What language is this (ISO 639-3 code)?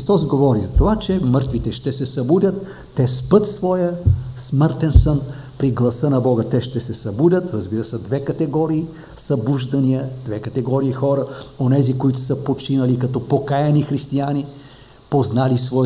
bul